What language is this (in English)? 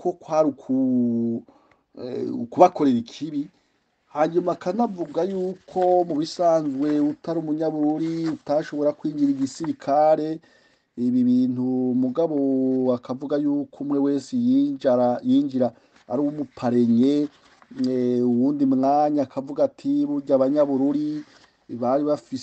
Rundi